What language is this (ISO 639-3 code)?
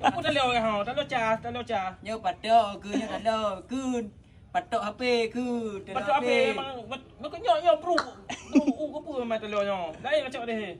ace